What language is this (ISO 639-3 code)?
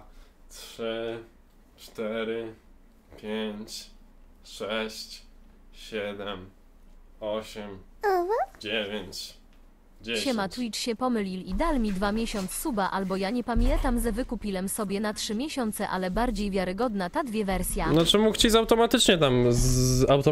pol